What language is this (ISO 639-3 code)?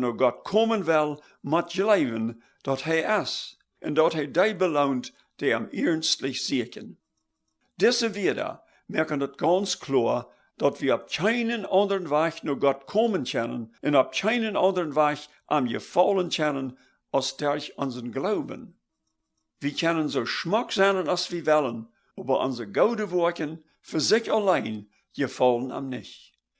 pdt